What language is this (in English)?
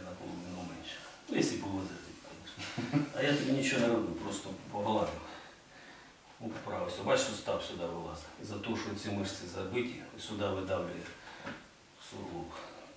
Ukrainian